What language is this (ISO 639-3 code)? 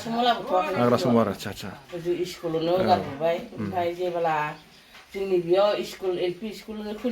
brx